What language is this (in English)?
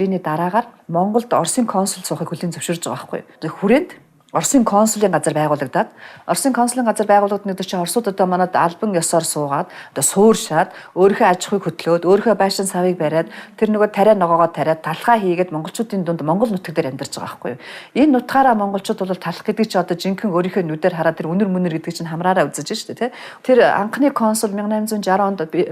Mongolian